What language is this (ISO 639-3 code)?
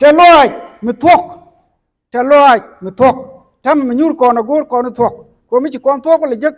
nus